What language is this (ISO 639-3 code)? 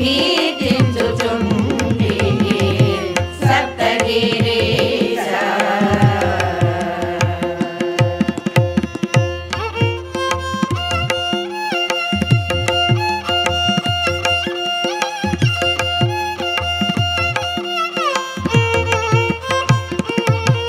tel